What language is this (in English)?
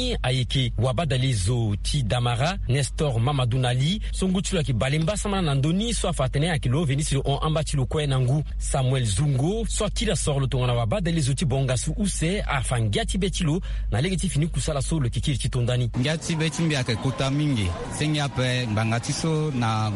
Sango